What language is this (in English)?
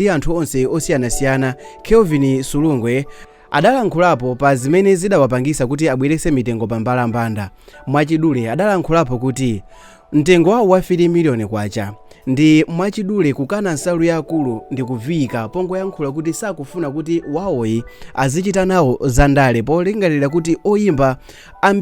Nyanja